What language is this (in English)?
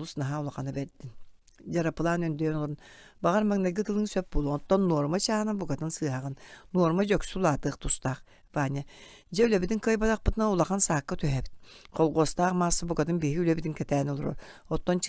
Yakut